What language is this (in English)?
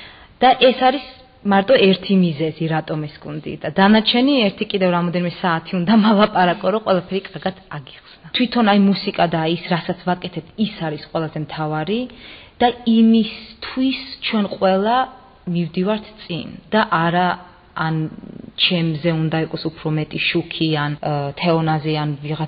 Georgian